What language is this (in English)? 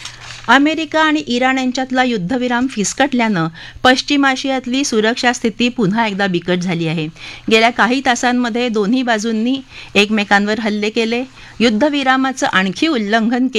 Marathi